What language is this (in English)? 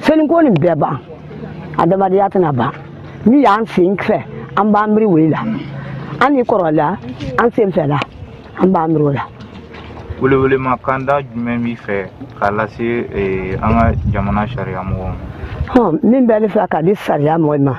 Bambara